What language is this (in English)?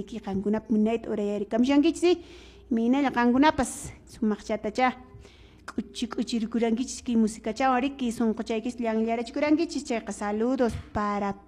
Quechua